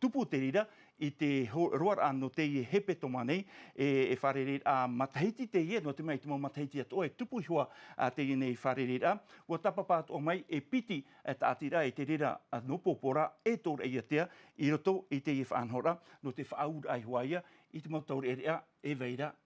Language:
Tahitian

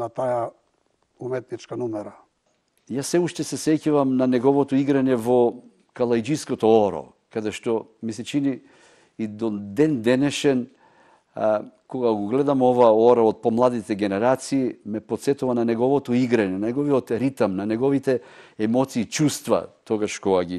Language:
Macedonian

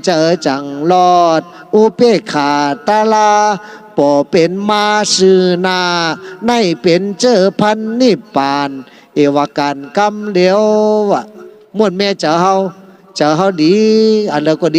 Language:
Shan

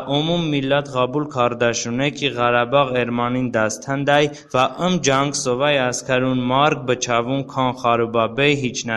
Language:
Talysh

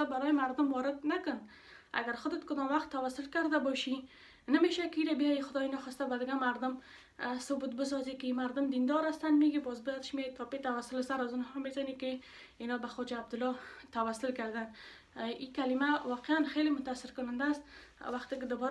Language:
Persian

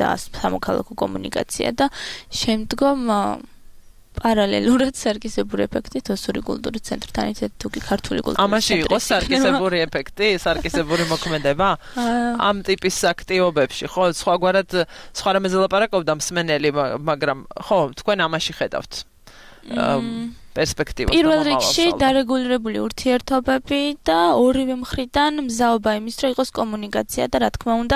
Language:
Georgian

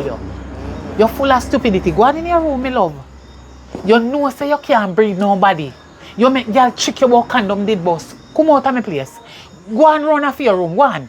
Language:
Jamaican Creole English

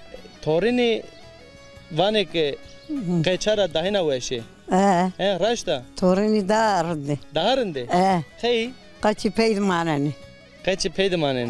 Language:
Zaza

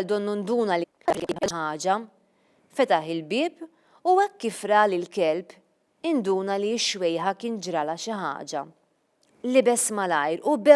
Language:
Maltese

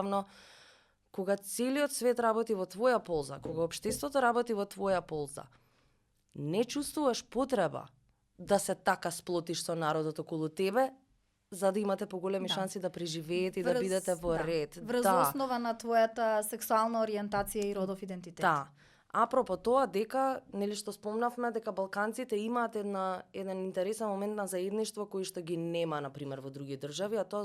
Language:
Macedonian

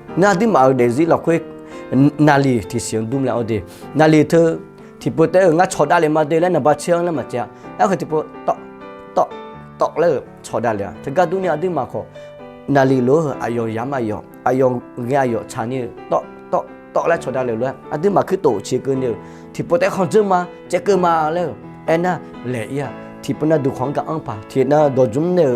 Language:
Akha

